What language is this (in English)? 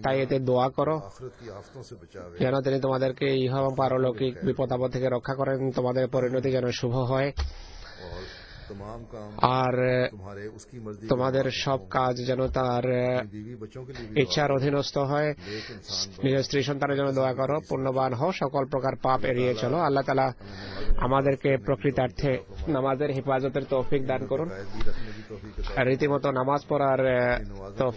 Bangla